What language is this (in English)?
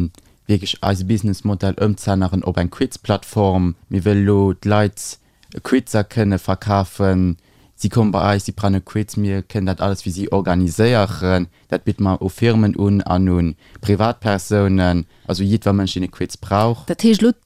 Luxembourgish